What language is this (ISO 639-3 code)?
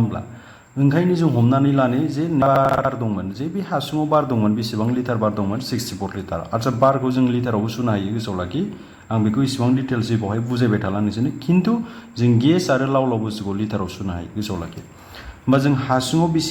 brx